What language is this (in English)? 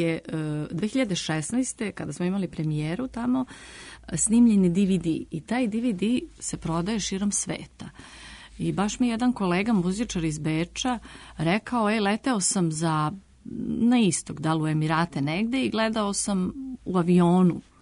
Serbian